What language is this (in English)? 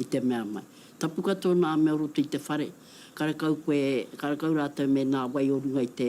Māori